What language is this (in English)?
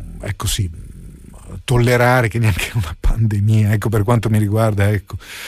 Italian